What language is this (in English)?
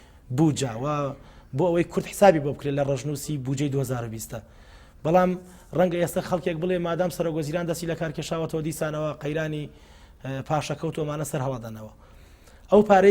Central Kurdish